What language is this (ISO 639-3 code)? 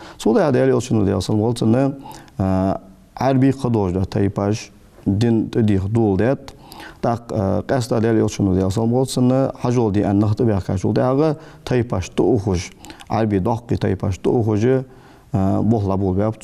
inh